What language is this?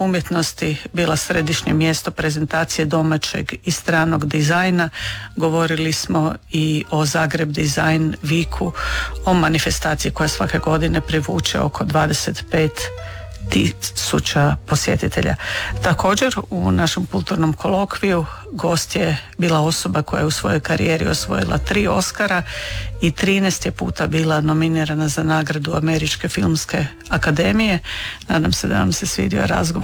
Croatian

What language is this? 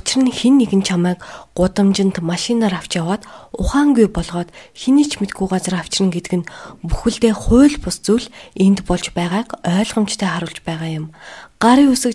Mongolian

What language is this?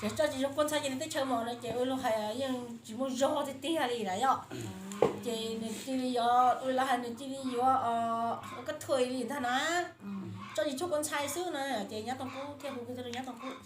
Hmong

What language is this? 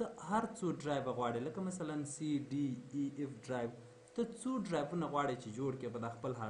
Pashto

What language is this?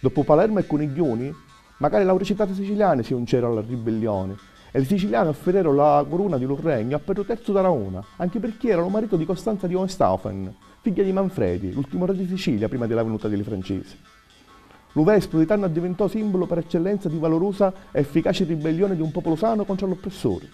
Sicilian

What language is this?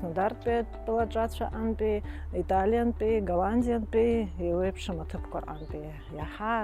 Abkhazian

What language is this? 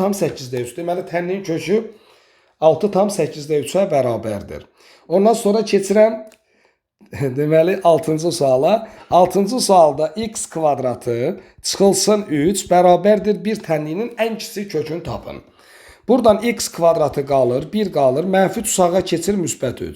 Azerbaijani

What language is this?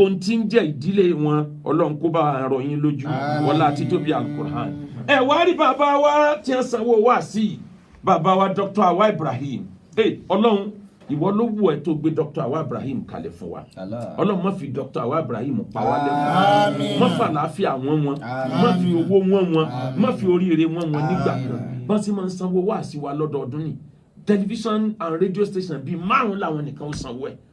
Yoruba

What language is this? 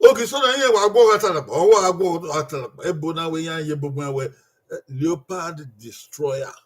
Bini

